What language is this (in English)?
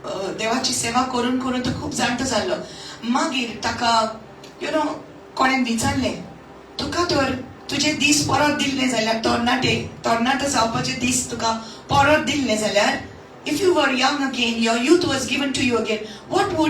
Konkani